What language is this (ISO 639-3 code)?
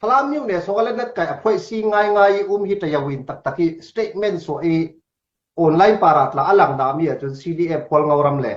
cnh